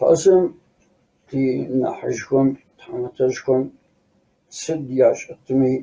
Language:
Kabardian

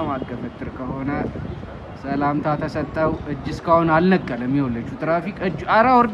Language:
Amharic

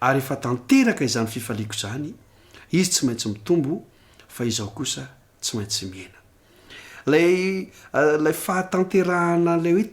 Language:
Malagasy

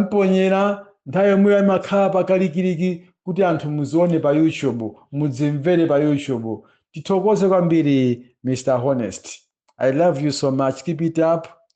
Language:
Nyanja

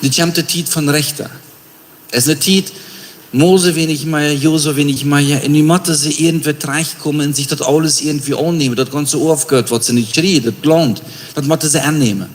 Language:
Plautdietsch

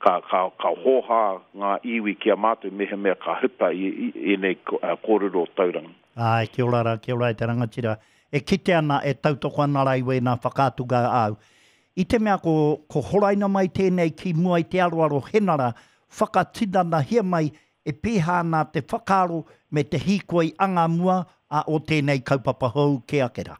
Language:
Māori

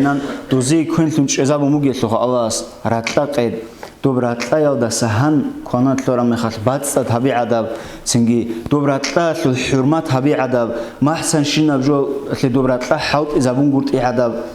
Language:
Avaric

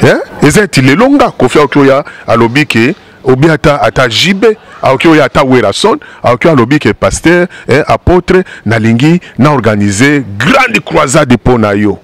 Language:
Lingala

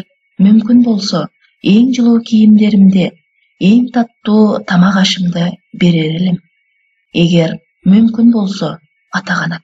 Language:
Kyrgyz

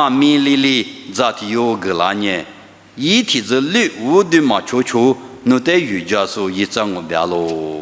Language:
Lisu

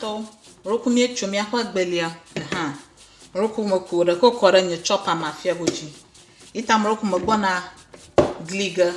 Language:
Ewe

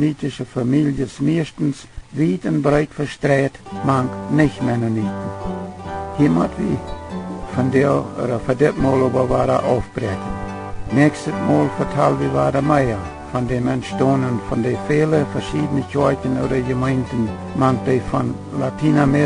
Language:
Plautdietsch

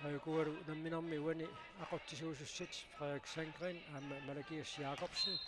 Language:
Kalaallisut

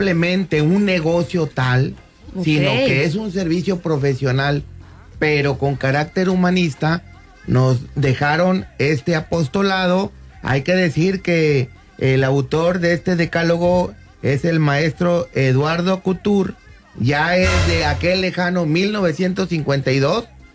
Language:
Spanish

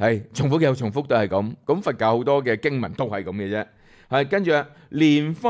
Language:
Cantonese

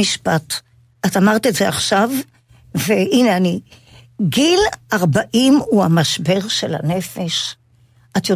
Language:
Hebrew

